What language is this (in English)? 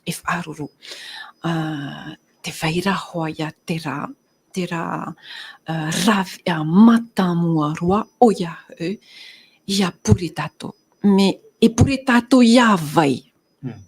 Tahitian